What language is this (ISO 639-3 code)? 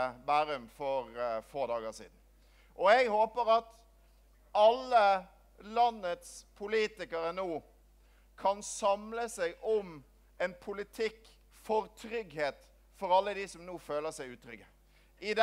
nor